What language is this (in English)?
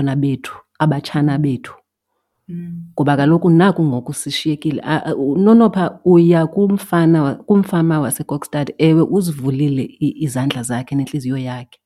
Xhosa